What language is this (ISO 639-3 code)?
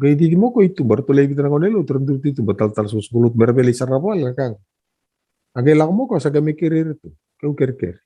fij